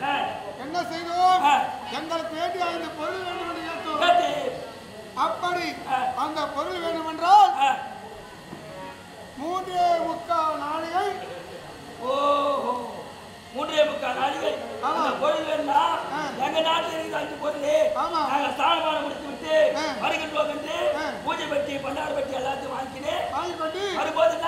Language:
Tamil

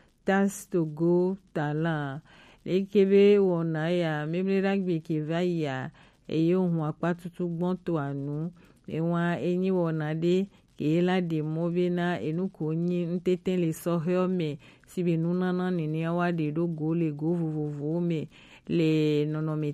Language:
Gen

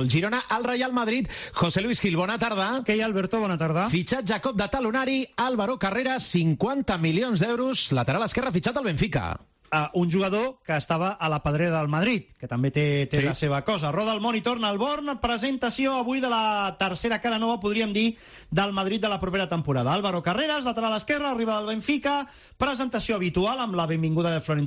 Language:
Catalan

